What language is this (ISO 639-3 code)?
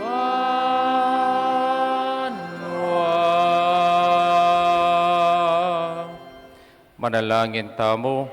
pam